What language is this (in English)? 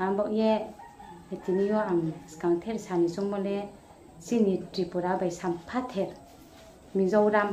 Riang (India)